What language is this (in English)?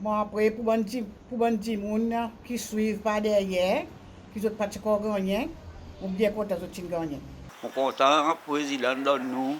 Seselwa Creole French